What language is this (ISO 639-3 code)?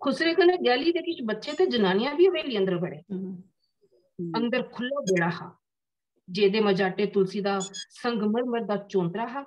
doi